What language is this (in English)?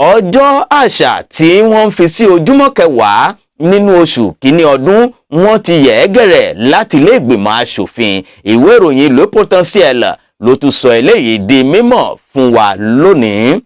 Yoruba